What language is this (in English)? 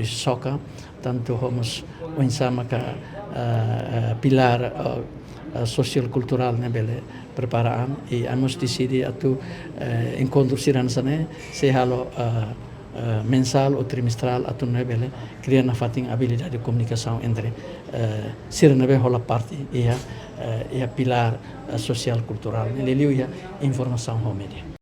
Tetum